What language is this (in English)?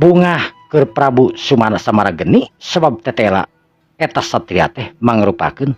Sundanese